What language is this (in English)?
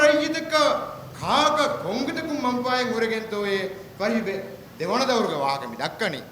Divehi